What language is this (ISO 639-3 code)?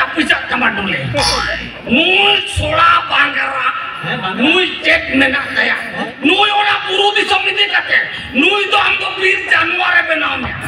sat